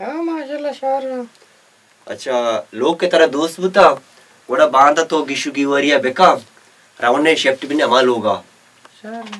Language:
Baluchi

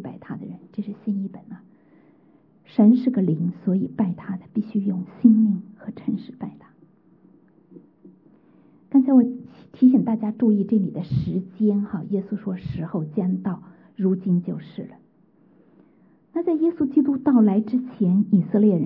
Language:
Chinese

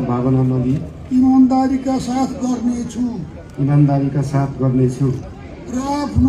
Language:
Nepali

